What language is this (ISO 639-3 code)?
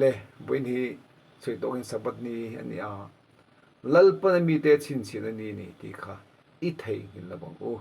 lus